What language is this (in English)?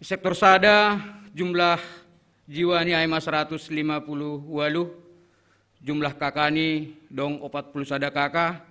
Batak Simalungun